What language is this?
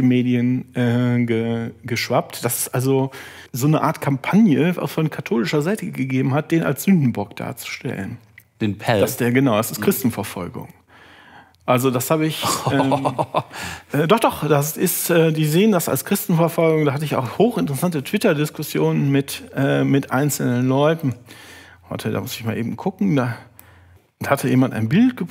German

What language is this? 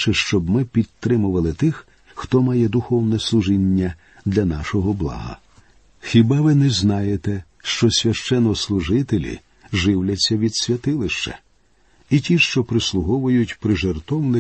Ukrainian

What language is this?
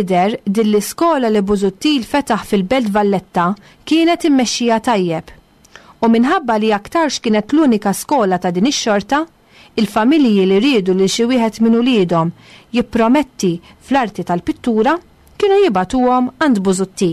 Maltese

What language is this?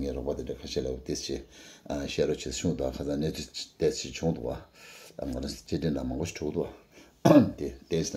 Tibetan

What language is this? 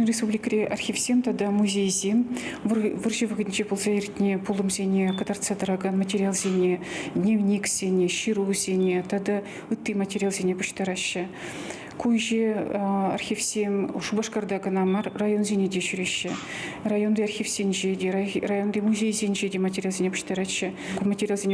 Chuvash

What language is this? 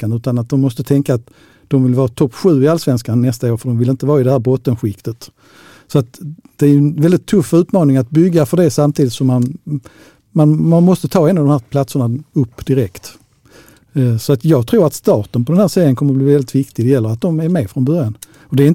Swedish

